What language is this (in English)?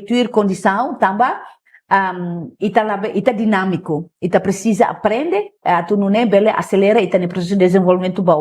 Tetum